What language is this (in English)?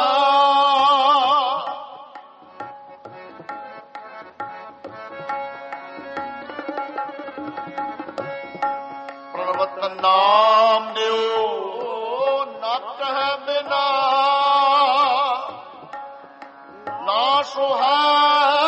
Punjabi